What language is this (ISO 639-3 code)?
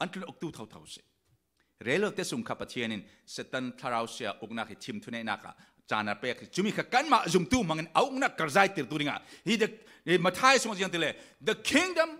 cfm